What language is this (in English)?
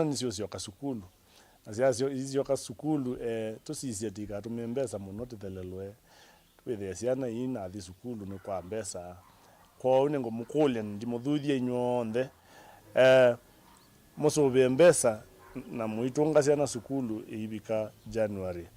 Kamba